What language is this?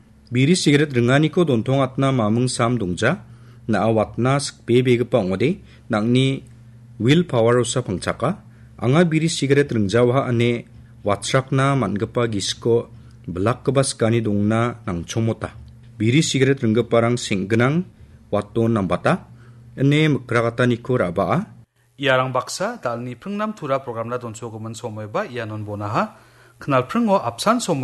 Garo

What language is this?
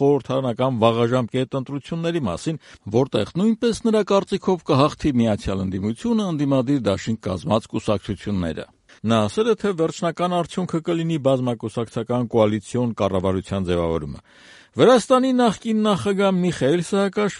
Armenian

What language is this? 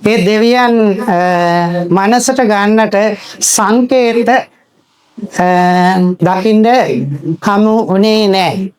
Sinhala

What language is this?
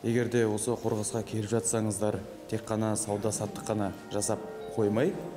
Kazakh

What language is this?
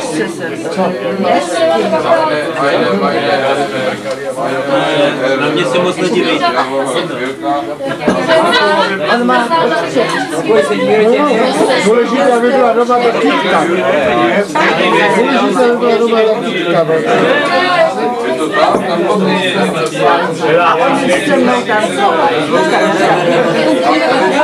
Czech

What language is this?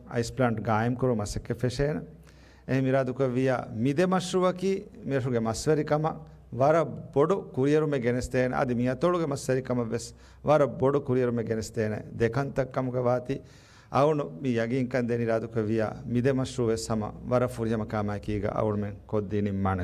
Divehi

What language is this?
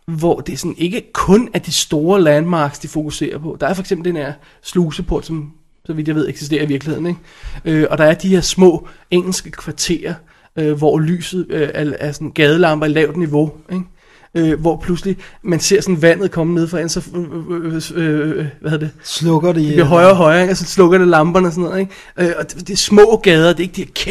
Danish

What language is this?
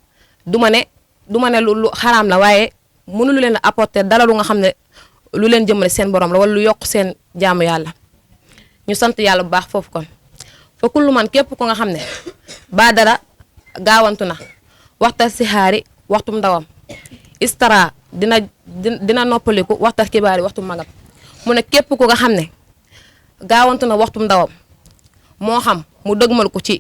Wolof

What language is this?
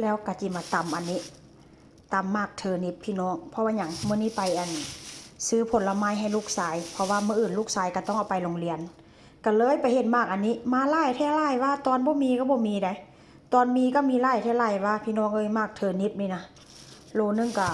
Northeastern Thai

